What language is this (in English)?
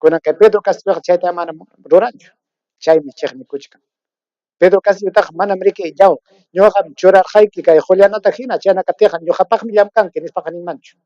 Ayacucho Quechua